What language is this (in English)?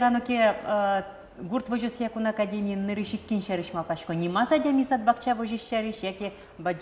Udmurt